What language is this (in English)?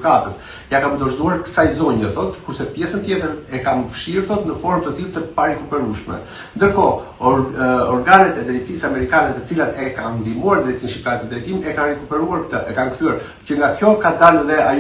Albanian